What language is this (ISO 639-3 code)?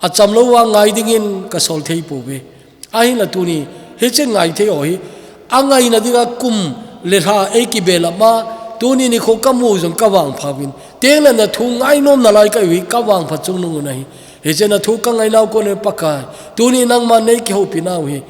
tcz